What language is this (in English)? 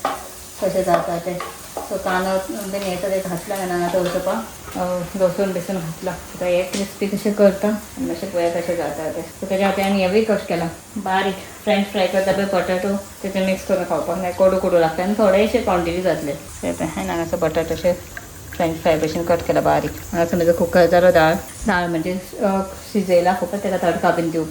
Konkani